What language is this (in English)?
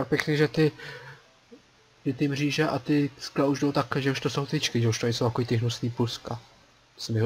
Czech